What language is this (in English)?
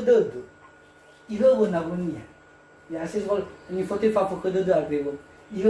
Nias